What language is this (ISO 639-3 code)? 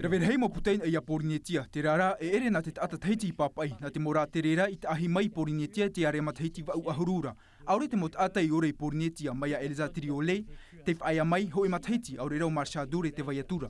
tah